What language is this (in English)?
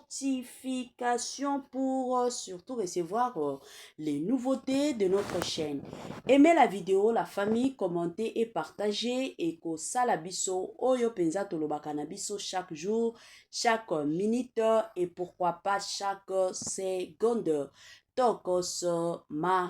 Lingala